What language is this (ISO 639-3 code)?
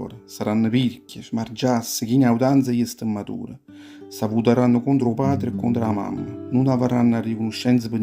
nap